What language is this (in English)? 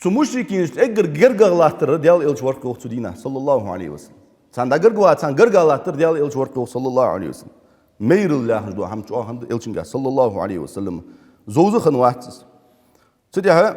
Ingush